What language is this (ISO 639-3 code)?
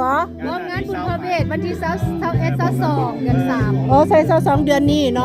lao